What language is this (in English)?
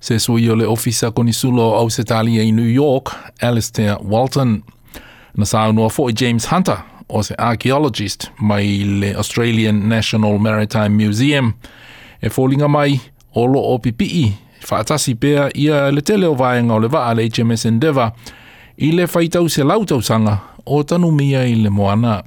Samoan